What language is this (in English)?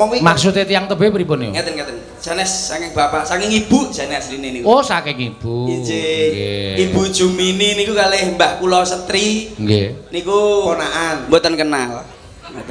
Javanese